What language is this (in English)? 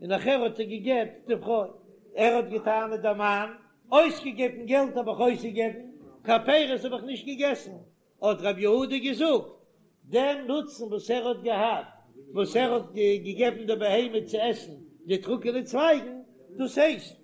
Yiddish